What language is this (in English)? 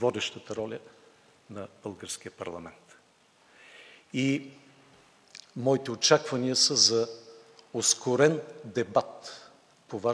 Bulgarian